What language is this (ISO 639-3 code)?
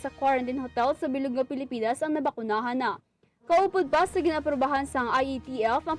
hil